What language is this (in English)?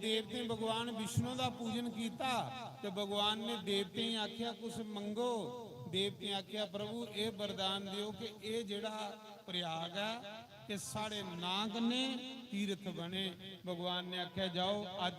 Dogri